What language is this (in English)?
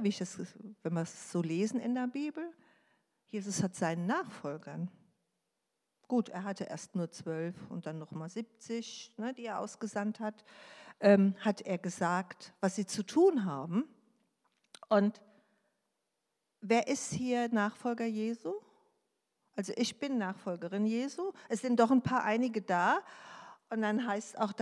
German